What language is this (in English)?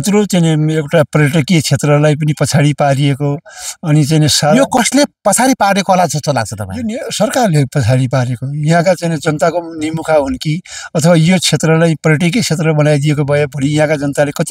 Nepali